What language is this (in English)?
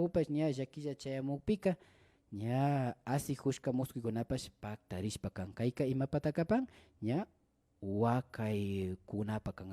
Imbabura Highland Quichua